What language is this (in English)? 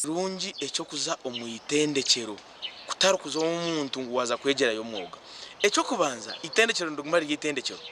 Nyankole